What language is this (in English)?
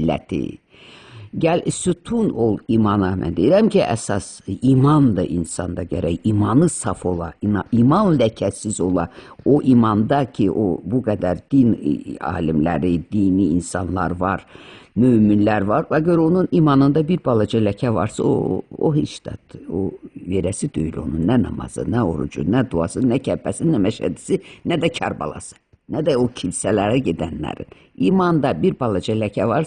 Azerbaijani